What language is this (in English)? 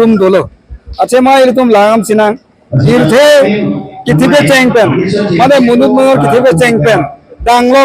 Karbi